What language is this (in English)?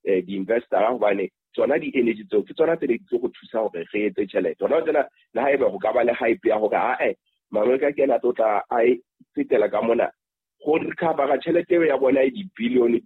Southern Sotho